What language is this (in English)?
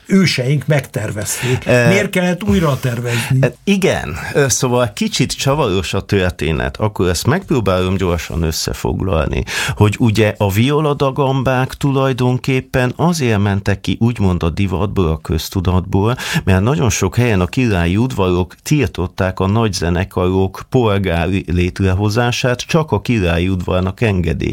Hungarian